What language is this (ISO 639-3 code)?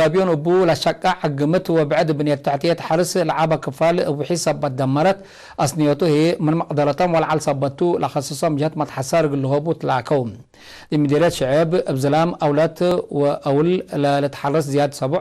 tig